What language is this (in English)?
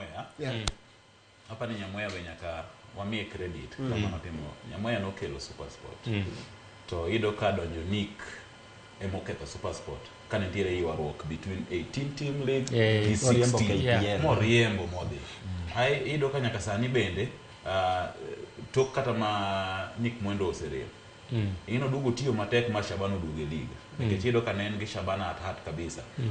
Luo (Kenya and Tanzania)